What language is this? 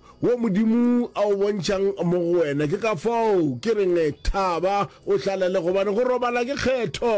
Northern Sotho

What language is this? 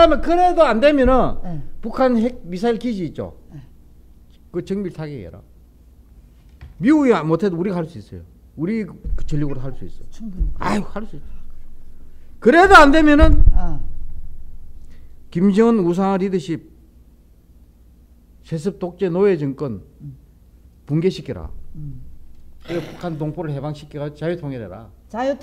Korean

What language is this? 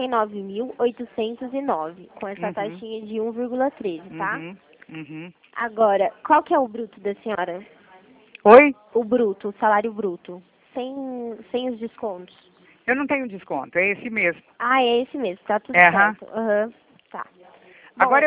Portuguese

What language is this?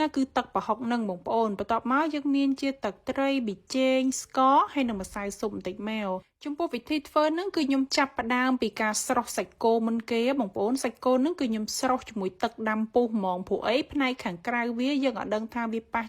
Khmer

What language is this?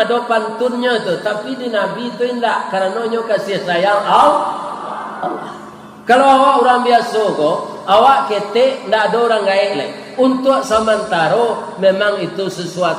Minangkabau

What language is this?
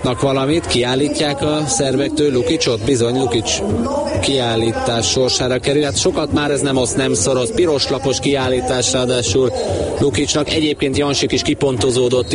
Hungarian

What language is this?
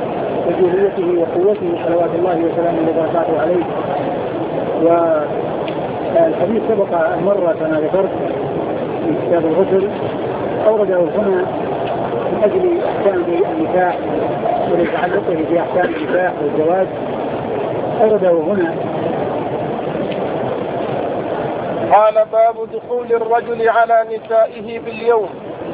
Arabic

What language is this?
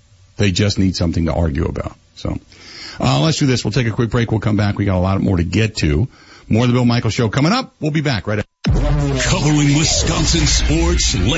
English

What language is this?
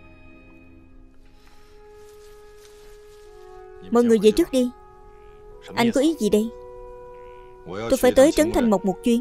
Vietnamese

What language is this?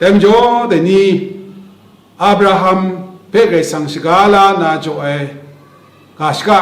Kachin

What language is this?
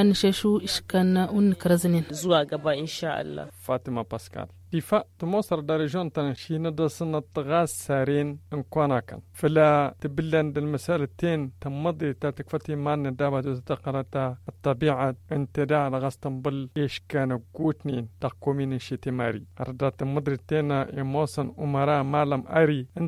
Tamasheq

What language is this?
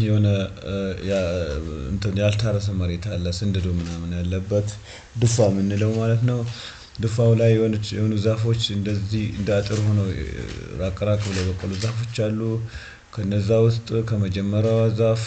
Amharic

